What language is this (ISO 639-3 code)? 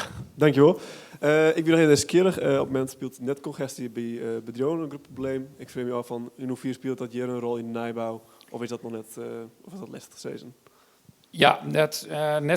fry